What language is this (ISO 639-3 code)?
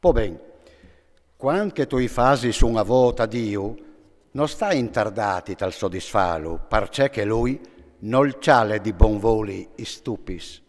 fur